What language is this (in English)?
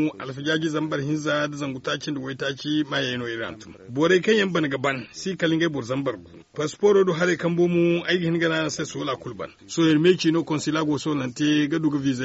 Zarma